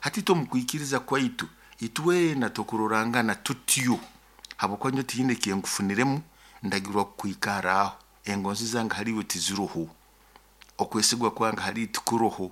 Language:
Nyoro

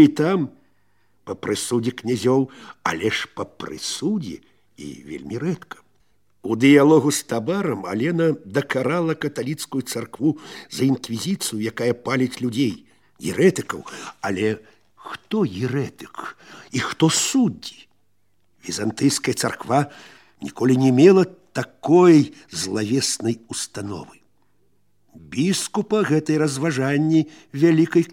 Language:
Belarusian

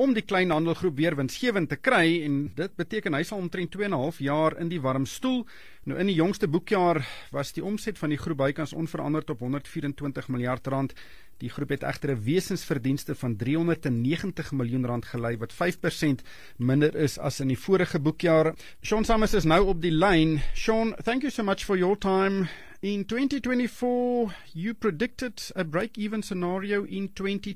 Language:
Afrikaans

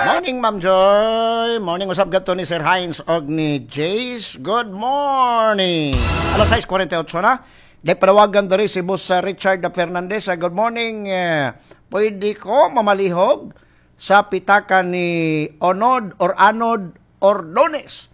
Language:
Cebuano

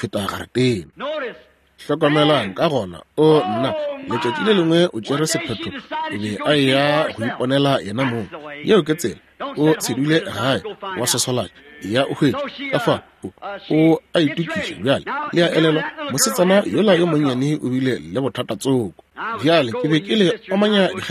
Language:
Northern Sotho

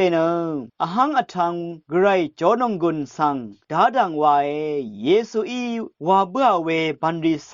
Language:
Rawang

